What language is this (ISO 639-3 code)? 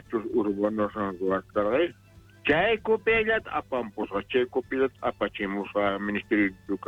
quh